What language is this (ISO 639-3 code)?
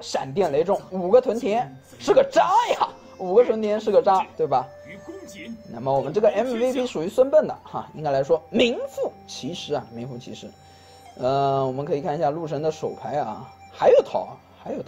zho